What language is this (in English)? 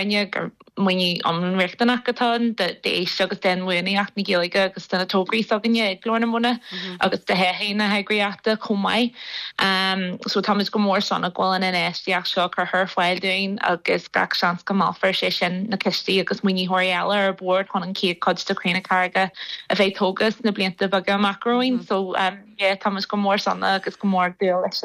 Irish